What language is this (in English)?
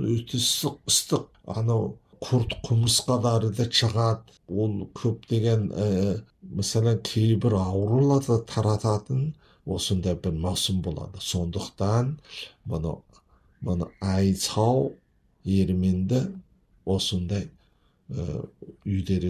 Kazakh